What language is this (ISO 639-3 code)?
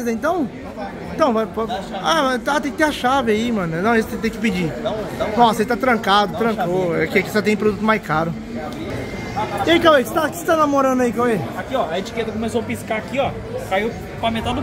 por